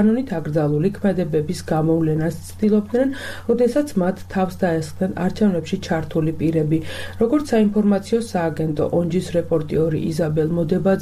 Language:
Georgian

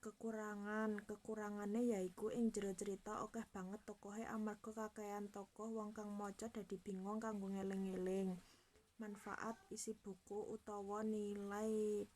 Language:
Javanese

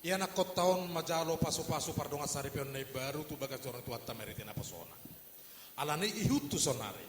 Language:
Batak Toba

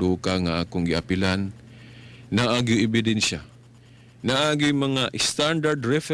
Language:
Cebuano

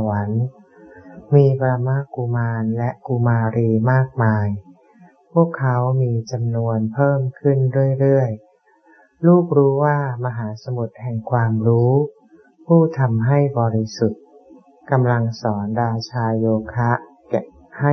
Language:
Thai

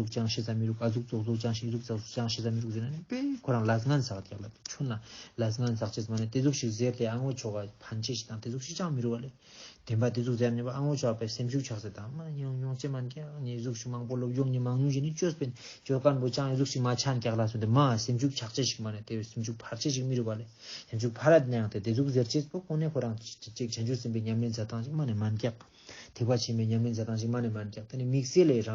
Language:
Ladakhi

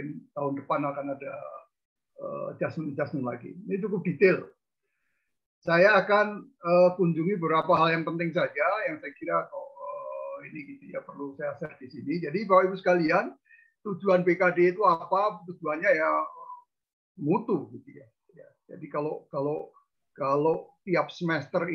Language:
Indonesian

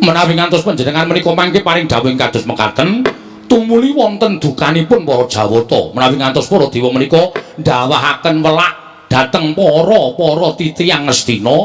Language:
Javanese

